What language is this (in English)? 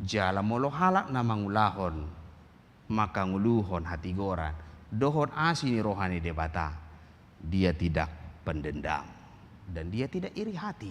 Batak Toba